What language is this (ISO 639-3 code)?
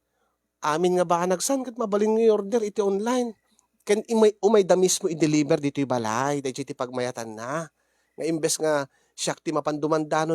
ilo